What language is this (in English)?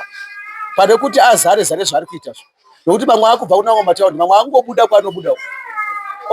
Shona